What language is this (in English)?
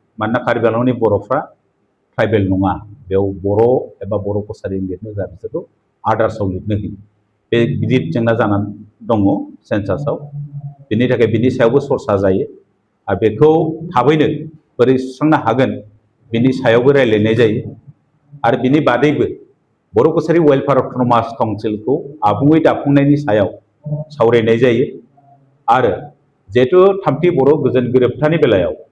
Bodo